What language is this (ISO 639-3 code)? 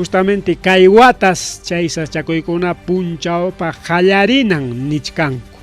quy